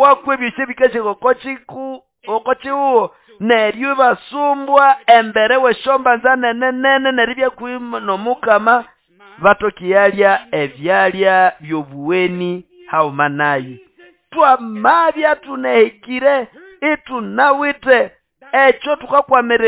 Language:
Nande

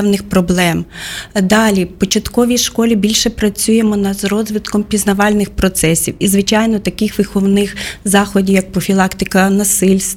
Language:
Ukrainian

